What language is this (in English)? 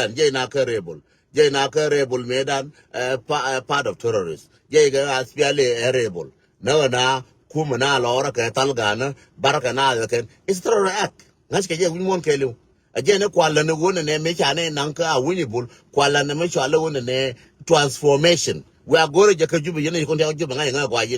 Nuer